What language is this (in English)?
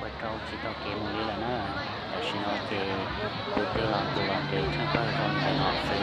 Hmong